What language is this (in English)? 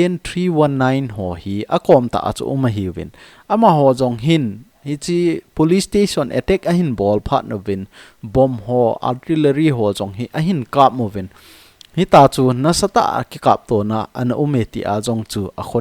Thado Chin